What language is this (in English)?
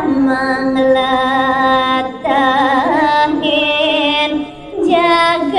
Balinese